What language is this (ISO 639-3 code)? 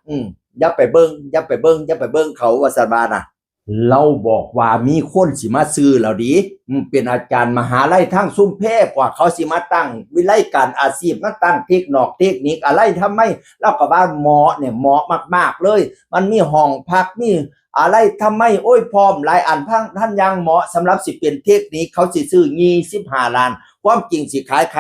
tts